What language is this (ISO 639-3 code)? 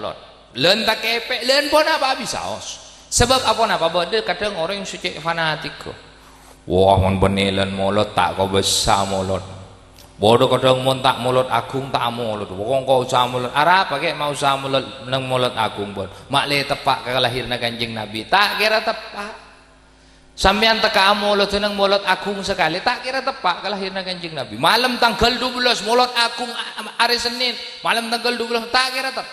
mad